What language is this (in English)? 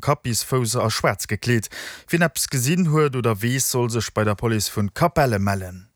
Luxembourgish